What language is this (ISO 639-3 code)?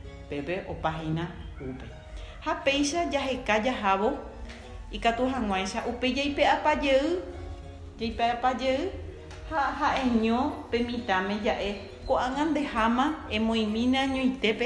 grn